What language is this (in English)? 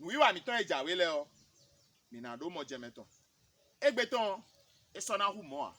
Fon